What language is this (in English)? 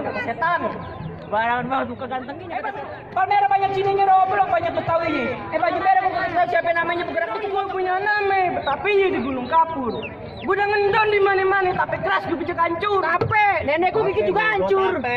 Betawi